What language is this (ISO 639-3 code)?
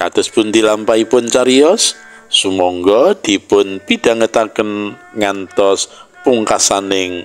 jav